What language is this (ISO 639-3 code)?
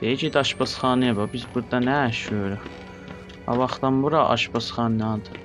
azb